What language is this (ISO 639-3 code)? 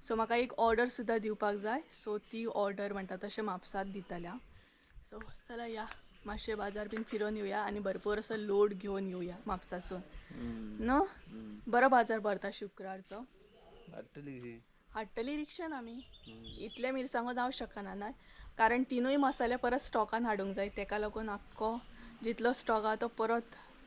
kok